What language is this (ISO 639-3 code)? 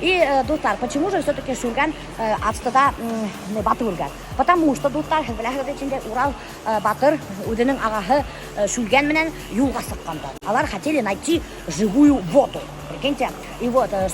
bak